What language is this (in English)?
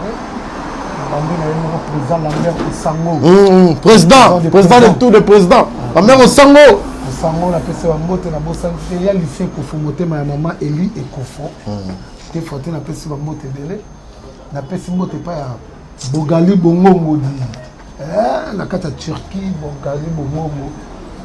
Lingala